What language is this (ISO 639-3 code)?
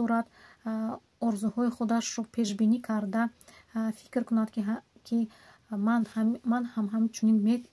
tgk